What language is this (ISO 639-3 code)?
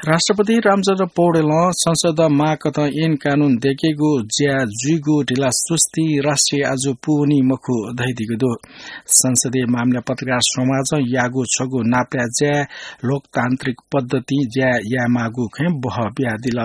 new